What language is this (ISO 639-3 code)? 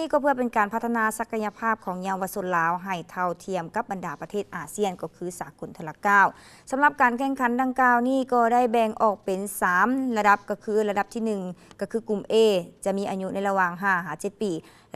lao